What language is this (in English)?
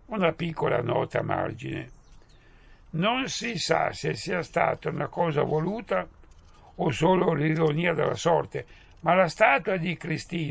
Italian